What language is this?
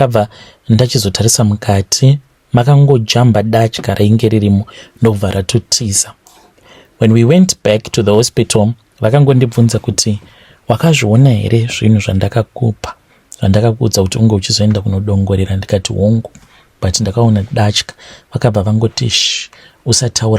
Shona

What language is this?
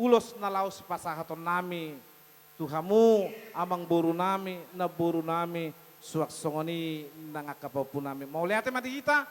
Batak Toba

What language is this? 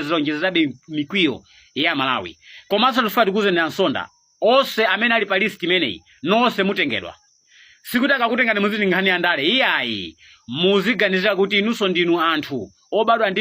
Nyanja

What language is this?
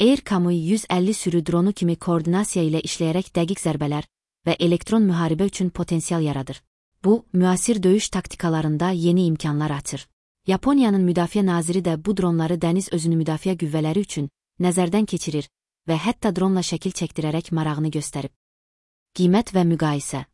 Azerbaijani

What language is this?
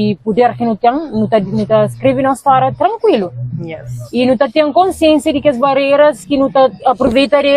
Kabuverdianu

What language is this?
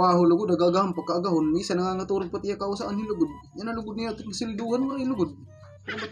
Waray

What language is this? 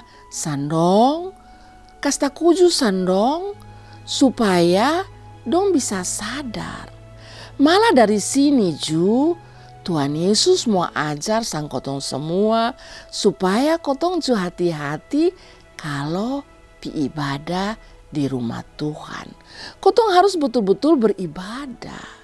Kupang Malay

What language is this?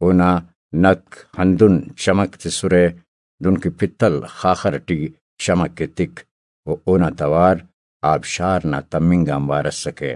Brahui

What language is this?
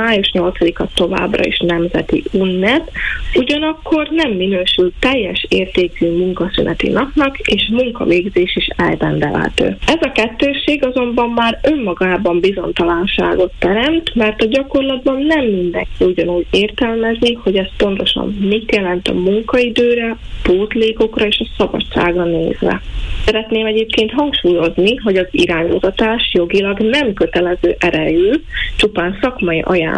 Hungarian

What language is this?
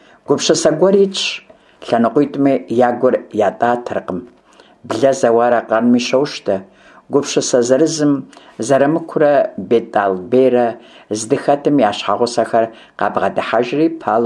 Kabardian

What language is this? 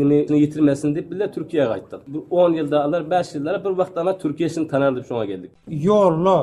Turkmen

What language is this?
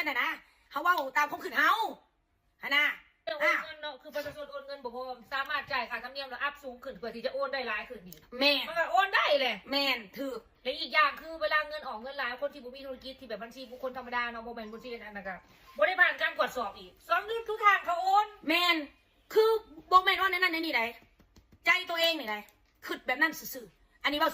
Lao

